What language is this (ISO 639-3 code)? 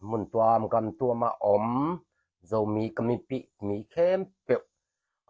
ctd